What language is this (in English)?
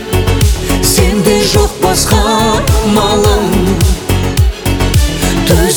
Kazakh